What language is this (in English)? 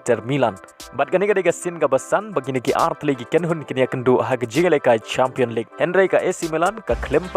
Khasi